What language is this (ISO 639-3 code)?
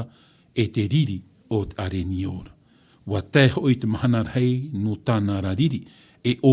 tah